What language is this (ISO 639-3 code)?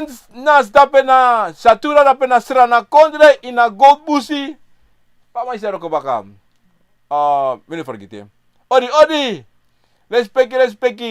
srn